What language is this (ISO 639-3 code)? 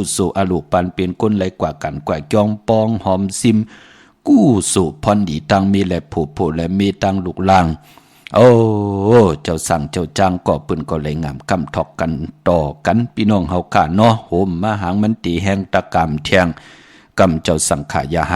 shn